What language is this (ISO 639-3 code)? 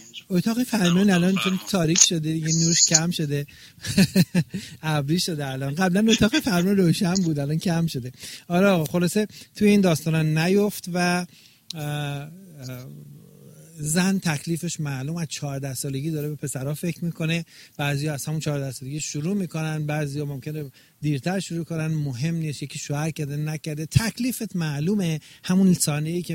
fas